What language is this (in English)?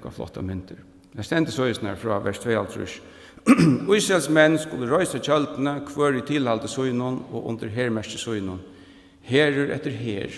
Faroese